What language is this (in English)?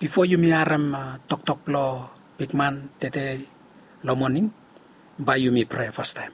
Bislama